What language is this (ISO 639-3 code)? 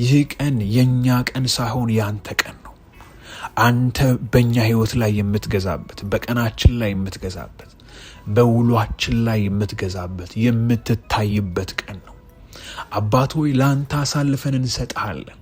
amh